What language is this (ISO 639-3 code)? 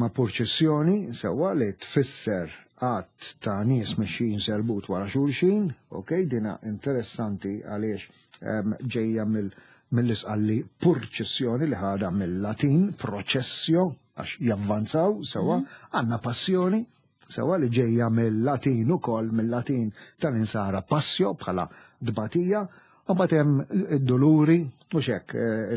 mlt